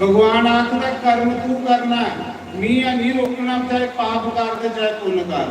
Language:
Dogri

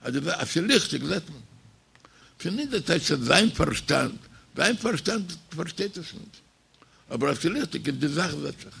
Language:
Yiddish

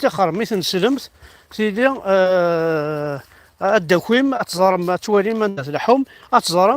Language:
Kabyle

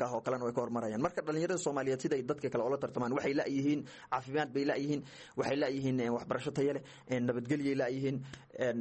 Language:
Somali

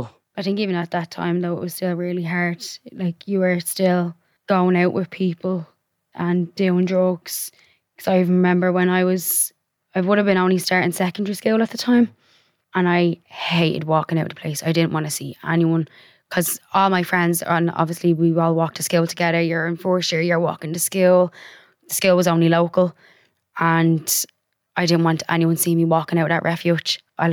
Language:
English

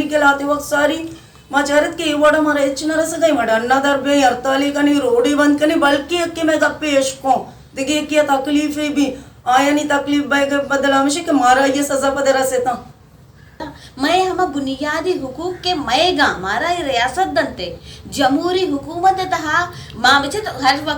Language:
Baluchi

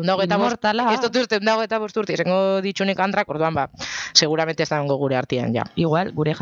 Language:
Basque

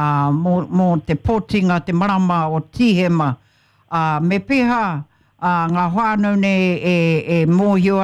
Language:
Māori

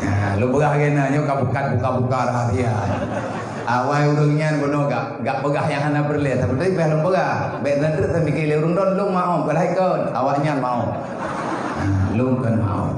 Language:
Achinese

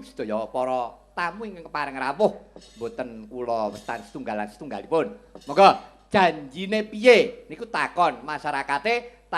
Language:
Javanese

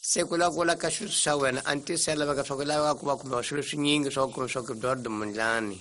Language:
Tsonga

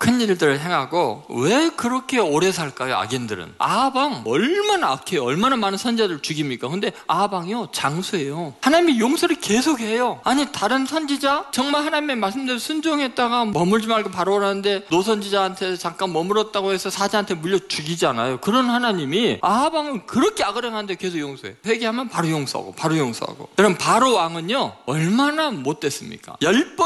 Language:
Korean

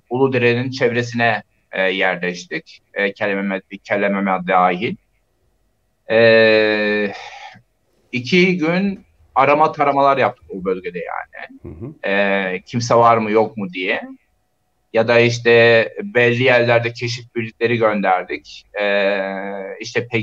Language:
Turkish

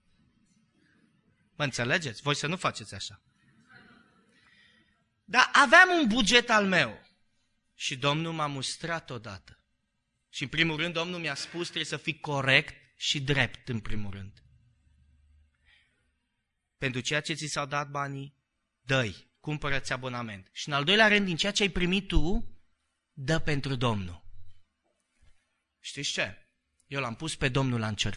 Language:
Romanian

